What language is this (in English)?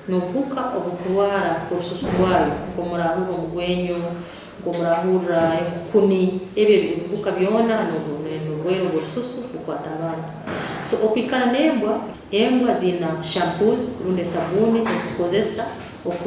Nyankole